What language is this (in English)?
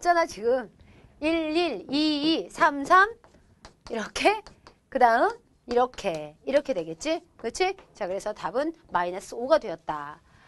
Korean